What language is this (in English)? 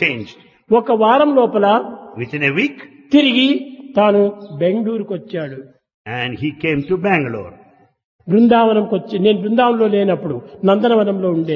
Telugu